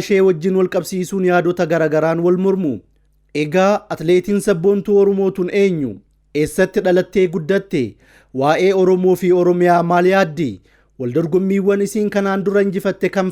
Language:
Oromo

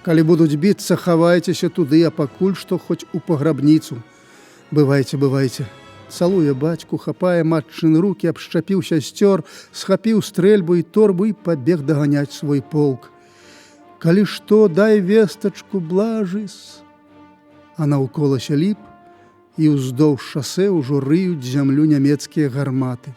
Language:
Belarusian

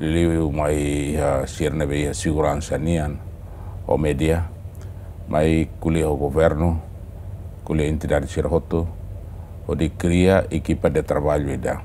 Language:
Tetum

